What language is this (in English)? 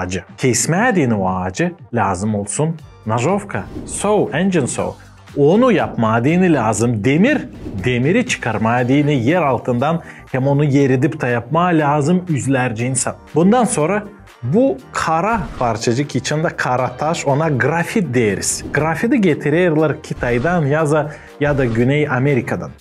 Gagauz